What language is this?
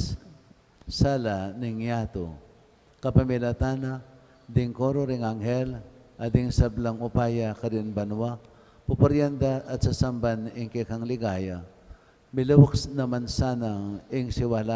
Pampanga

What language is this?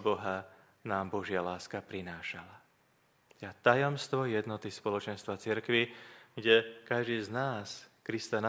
Slovak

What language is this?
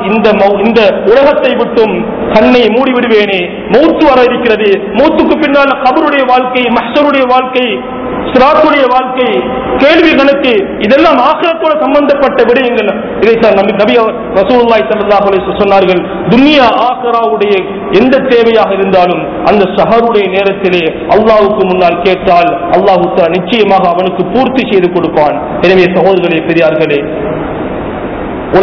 Tamil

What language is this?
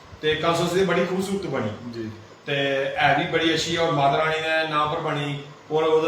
Dogri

